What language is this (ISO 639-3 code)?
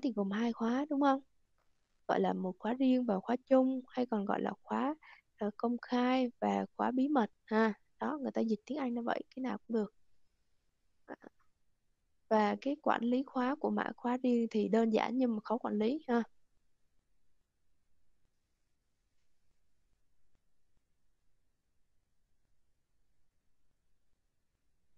vie